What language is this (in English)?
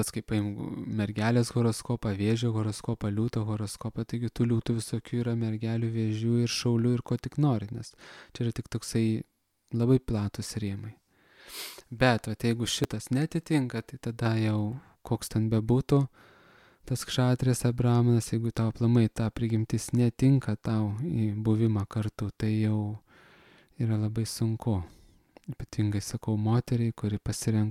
Lithuanian